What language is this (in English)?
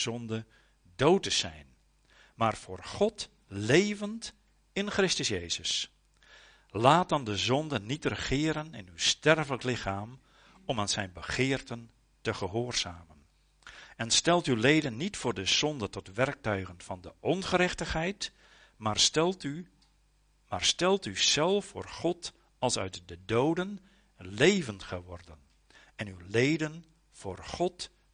Dutch